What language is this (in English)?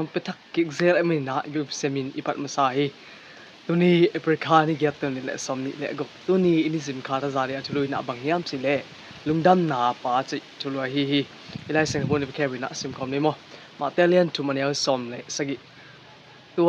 Tedim Chin